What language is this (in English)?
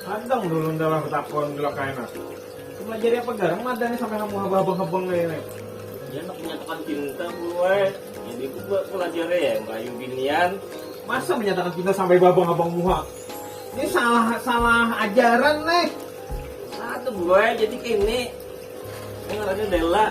Banjar